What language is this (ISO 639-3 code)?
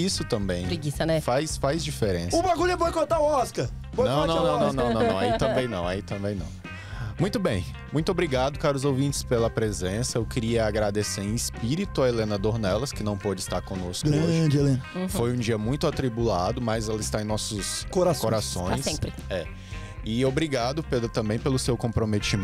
por